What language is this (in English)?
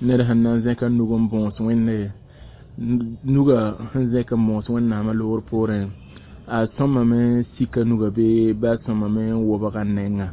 Mossi